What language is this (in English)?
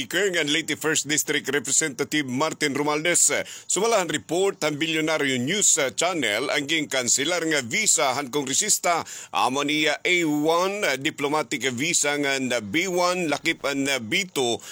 Waray